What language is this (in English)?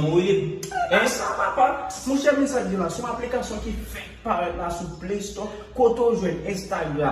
Haitian Creole